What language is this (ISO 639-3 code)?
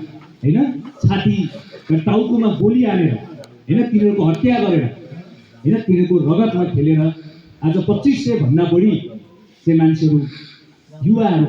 nep